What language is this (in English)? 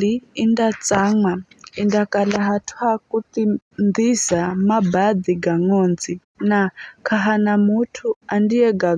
Giryama